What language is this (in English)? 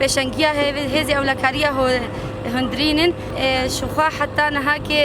Kurdish